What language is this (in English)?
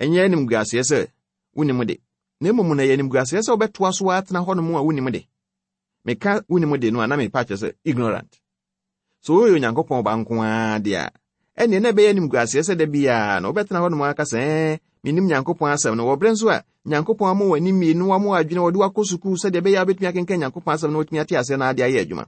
Akan